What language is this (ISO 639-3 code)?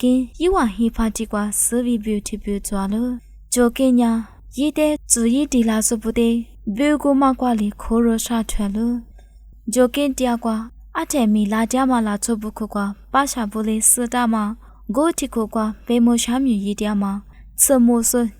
lis